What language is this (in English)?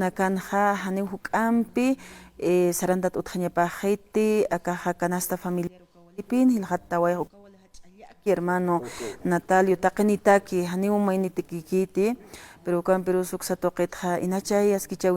Aymara